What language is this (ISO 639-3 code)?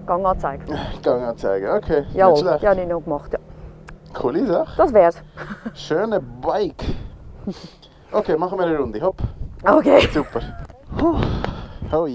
gsw